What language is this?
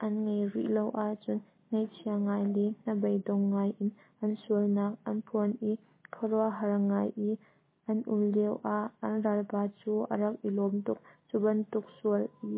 Hakha Chin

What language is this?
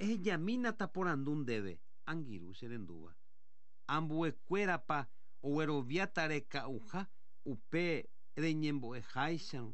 Guarani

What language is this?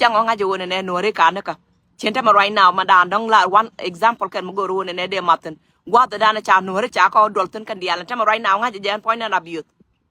Nuer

